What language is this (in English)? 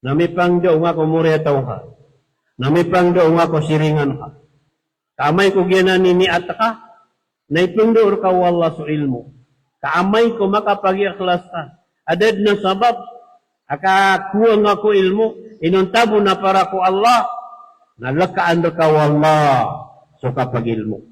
Maranao